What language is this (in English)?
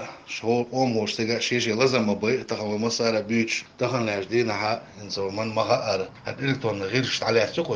Chechen